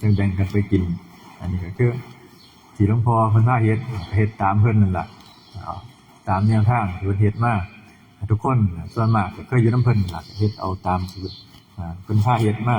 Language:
Northeastern Thai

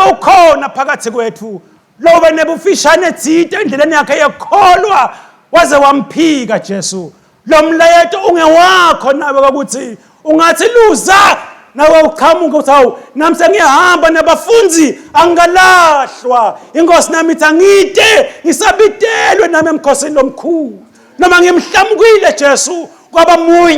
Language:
Swati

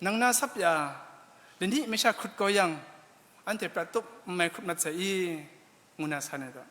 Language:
Kachin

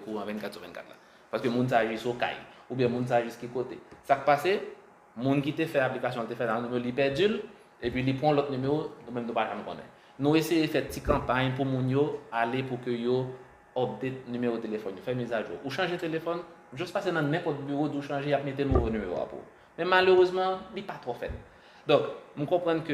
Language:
Haitian Creole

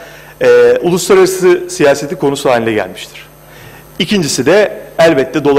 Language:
Turkish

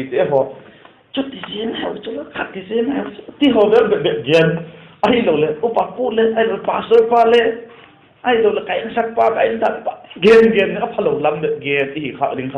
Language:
Vaiphei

